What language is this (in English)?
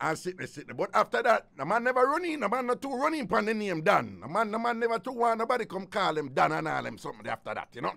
Jamaican Creole English